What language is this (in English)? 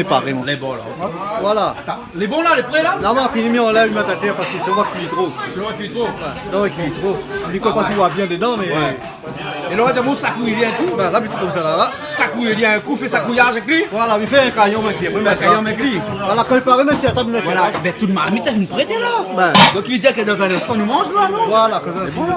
Réunion Creole French